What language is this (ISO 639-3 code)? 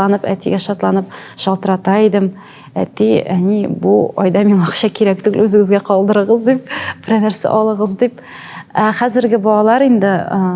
tat